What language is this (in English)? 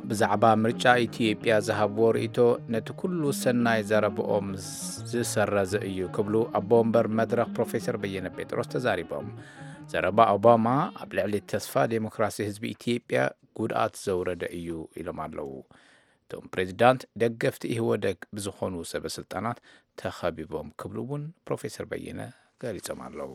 Tigrinya